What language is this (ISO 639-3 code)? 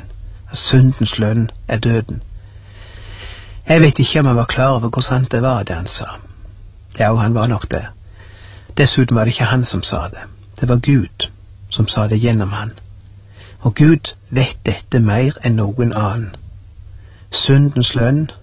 nor